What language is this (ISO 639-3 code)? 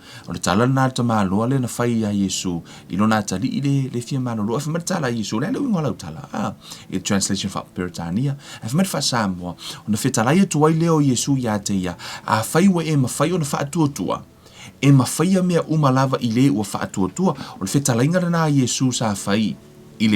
smo